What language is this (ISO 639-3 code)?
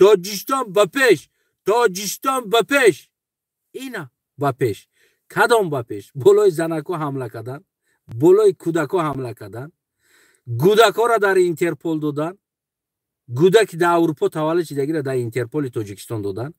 tgk